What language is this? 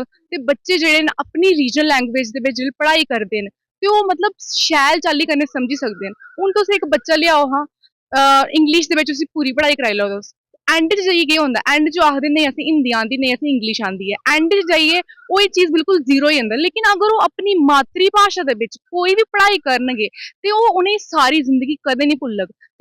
Dogri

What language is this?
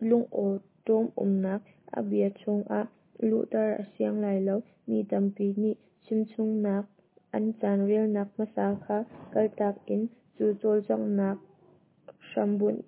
Hakha Chin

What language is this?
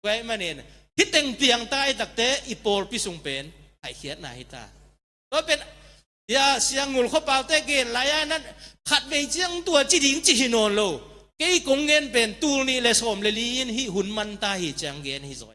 Tedim Chin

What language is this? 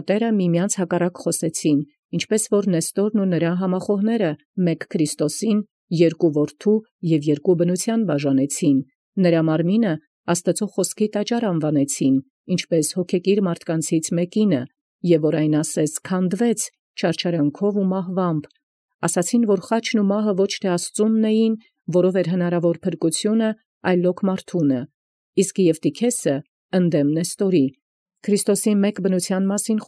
Armenian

